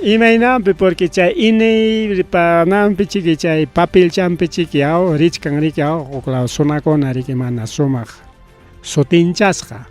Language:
Ayacucho Quechua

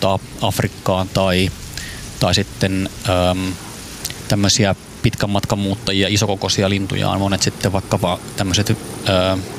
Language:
Finnish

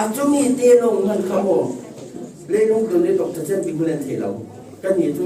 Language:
Falam Chin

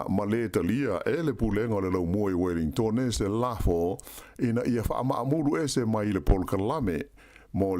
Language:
Samoan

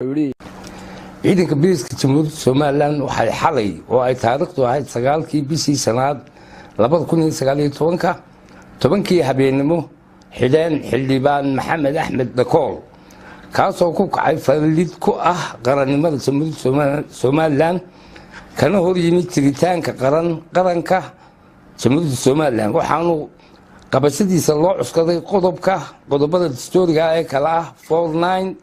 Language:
Somali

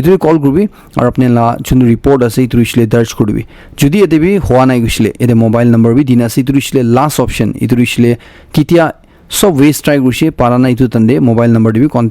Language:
Naga Pidgin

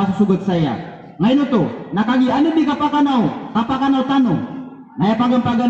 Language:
Maranao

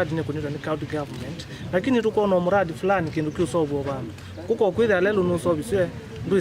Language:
Kamba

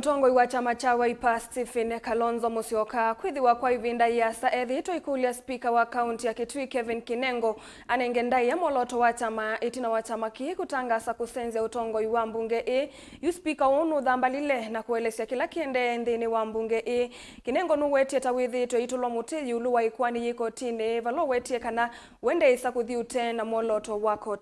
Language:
Kamba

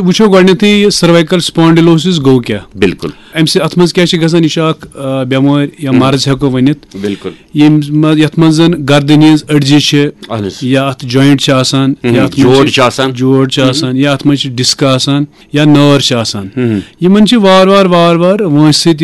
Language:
Kashmiri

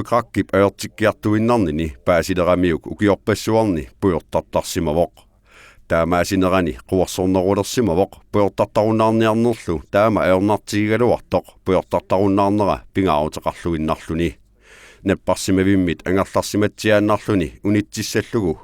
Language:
Kalaallisut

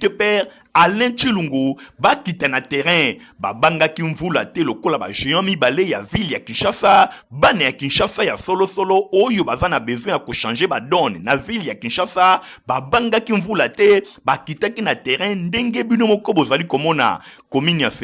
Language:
Lingala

